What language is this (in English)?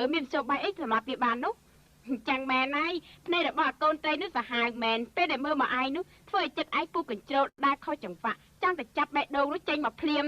Khmer